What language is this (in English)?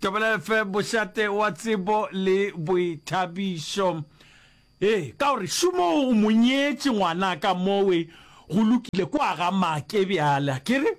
Northern Sotho